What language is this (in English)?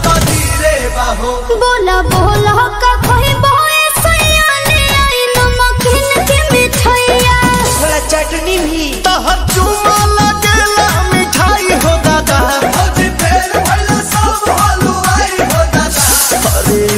Bhojpuri